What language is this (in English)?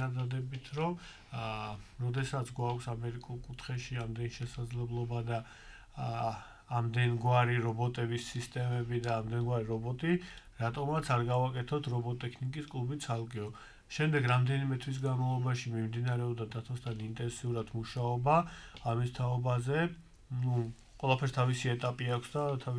Georgian